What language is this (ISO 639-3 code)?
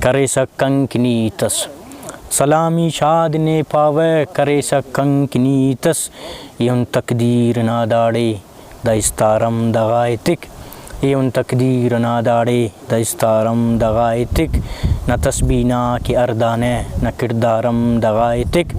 brh